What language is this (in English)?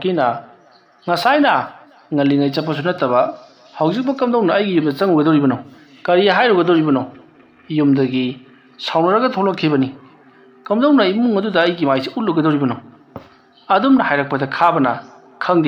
Manipuri